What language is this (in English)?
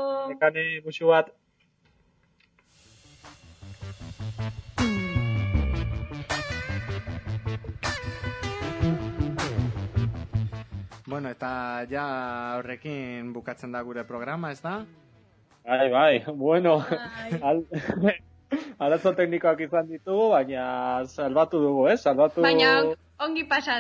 Basque